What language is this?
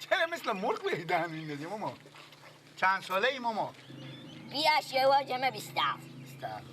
Persian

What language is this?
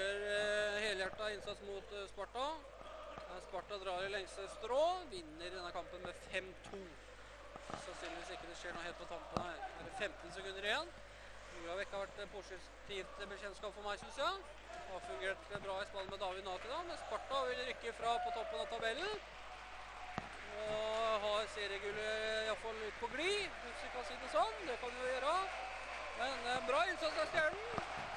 Norwegian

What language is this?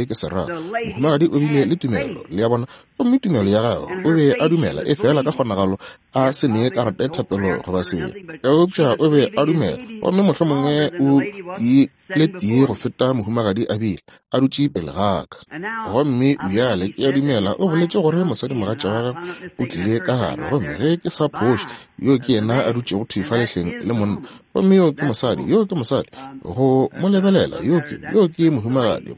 Northern Sotho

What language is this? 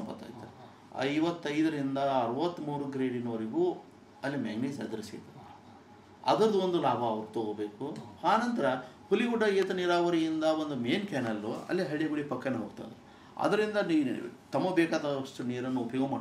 Kannada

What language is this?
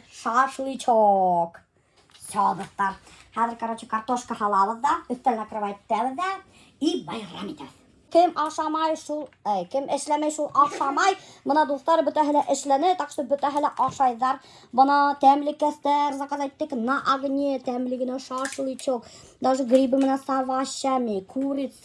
Bashkir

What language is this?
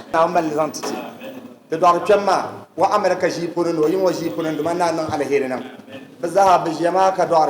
Dagbani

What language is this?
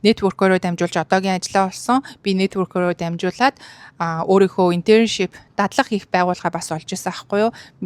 Mongolian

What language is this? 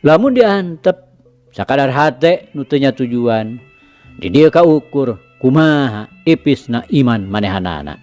Sundanese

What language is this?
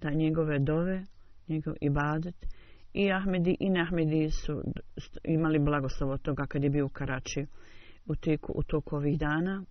Bosnian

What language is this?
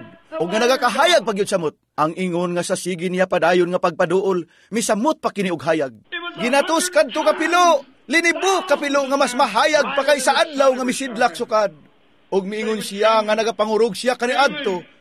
Cebuano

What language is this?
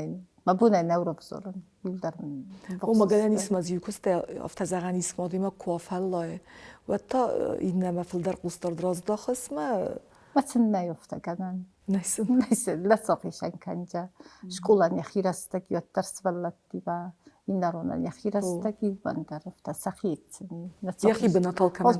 Ossetic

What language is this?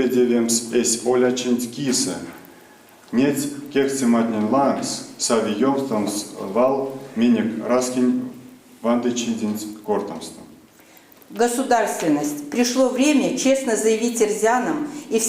Erzya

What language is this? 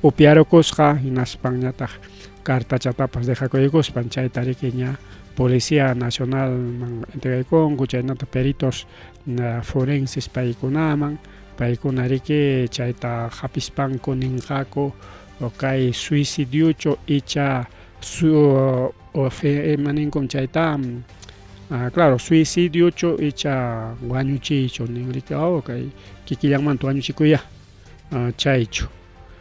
Ayacucho Quechua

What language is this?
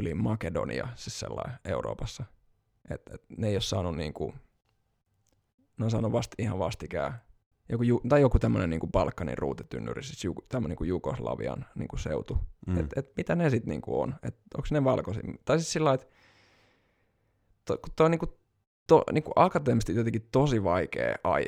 Finnish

